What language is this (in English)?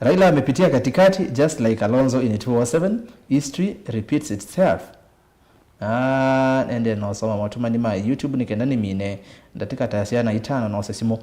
Kamba